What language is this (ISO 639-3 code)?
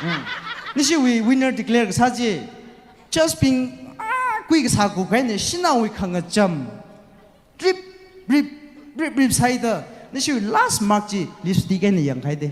nmf